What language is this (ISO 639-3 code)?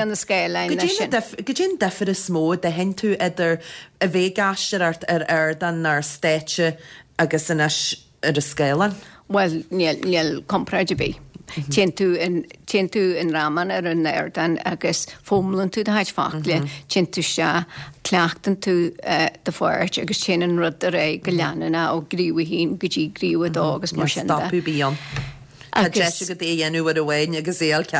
gle